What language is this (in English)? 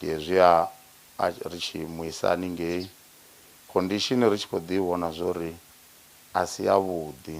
Venda